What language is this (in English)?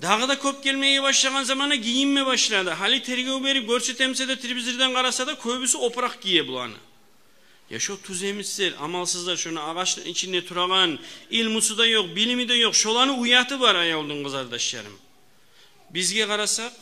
Kumyk